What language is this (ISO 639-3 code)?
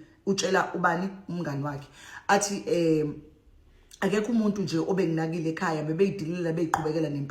zul